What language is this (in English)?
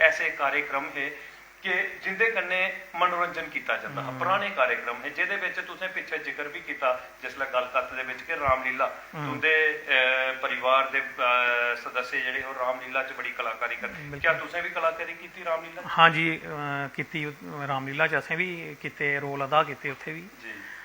Dogri